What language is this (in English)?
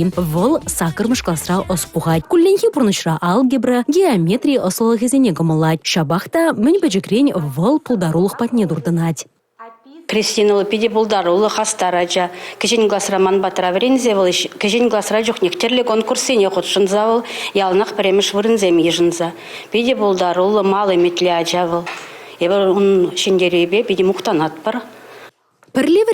Chuvash